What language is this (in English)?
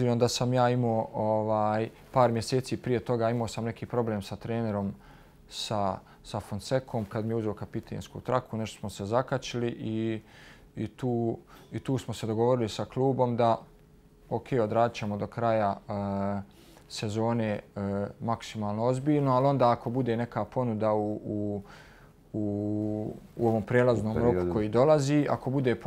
Bosnian